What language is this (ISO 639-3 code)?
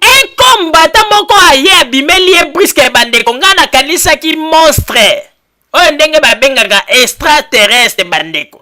lin